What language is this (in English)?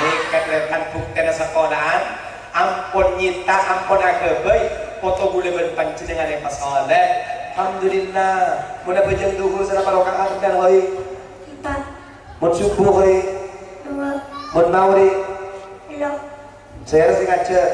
Madurese